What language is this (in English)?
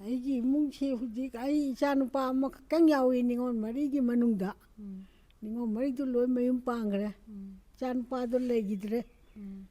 Manipuri